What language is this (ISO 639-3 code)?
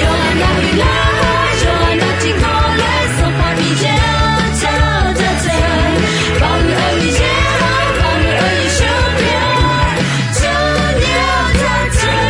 ahk